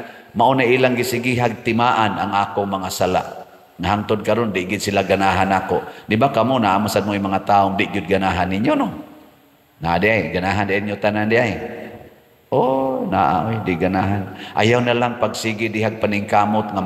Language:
Cebuano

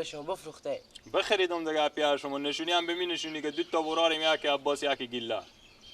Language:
Persian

